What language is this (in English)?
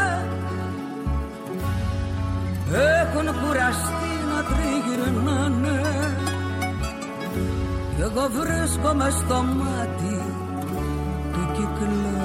Greek